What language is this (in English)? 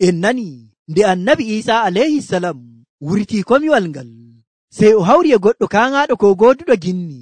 Nigerian Fulfulde